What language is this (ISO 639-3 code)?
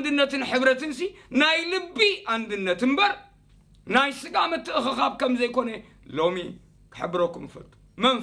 tir